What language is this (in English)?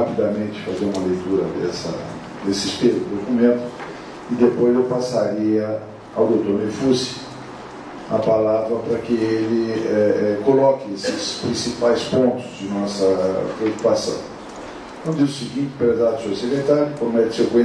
Portuguese